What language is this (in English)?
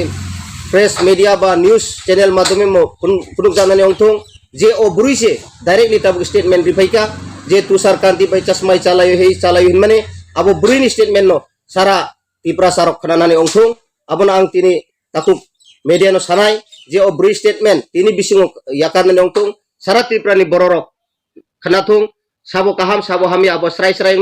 Kok Borok